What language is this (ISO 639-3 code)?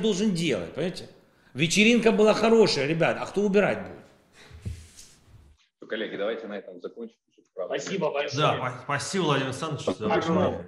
rus